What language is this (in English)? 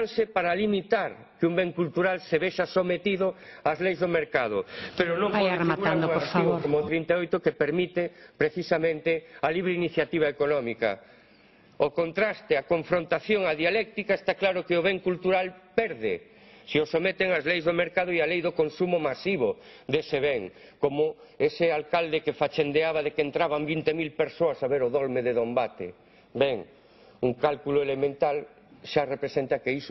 Galician